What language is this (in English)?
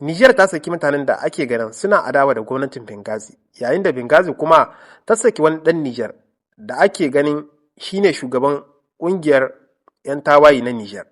Hausa